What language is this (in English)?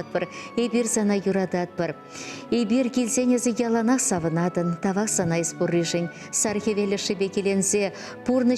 Chuvash